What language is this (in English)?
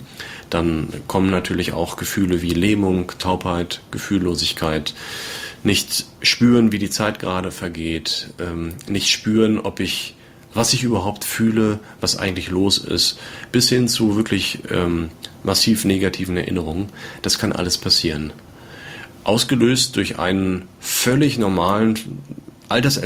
German